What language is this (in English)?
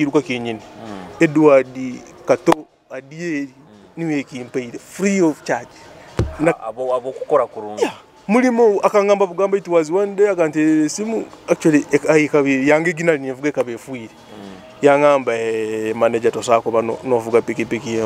Nyoro